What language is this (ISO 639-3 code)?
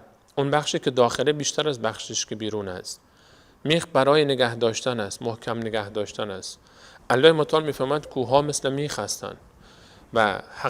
fas